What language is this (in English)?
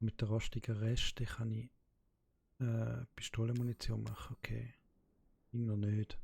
Swiss German